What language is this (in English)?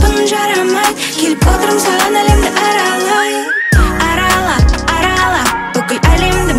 Kazakh